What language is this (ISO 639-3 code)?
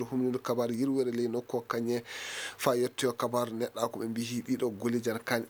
ful